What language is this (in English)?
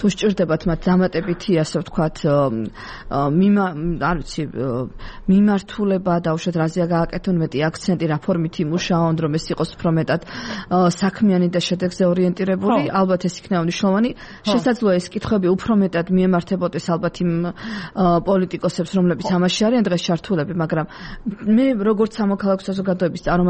Georgian